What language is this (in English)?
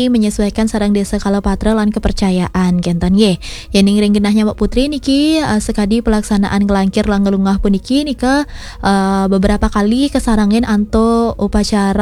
Balinese